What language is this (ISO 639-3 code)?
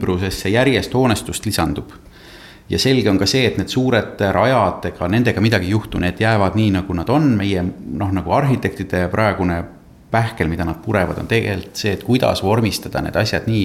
est